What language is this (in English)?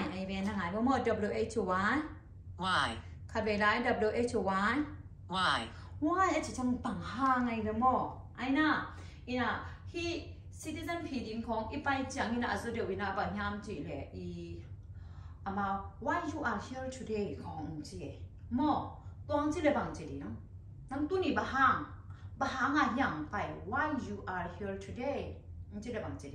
Tedim Chin